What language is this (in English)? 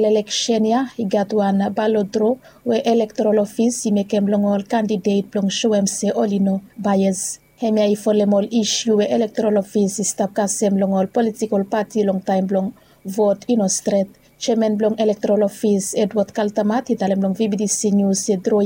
Bislama